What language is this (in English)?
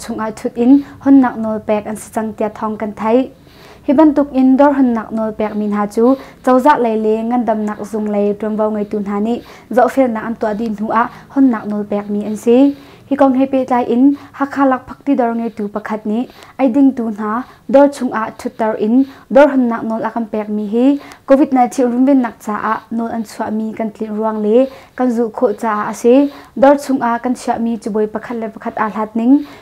Hakha Chin